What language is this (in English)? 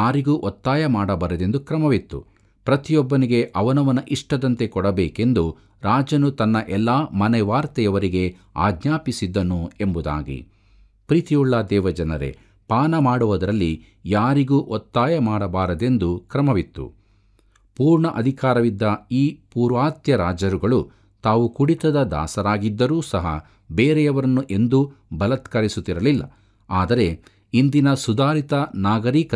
Kannada